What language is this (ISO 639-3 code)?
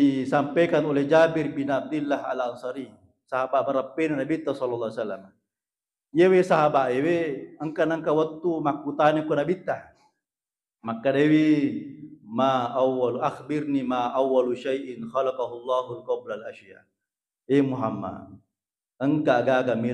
bug